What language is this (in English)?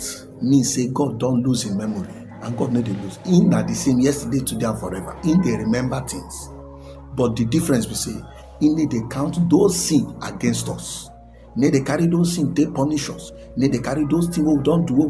Nigerian Pidgin